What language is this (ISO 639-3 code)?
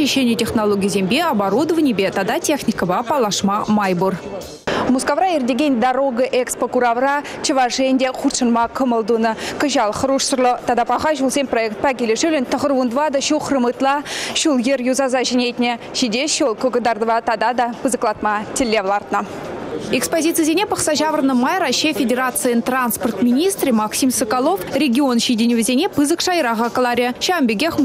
chv